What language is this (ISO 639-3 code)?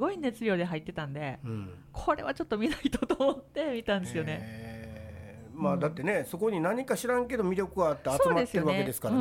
jpn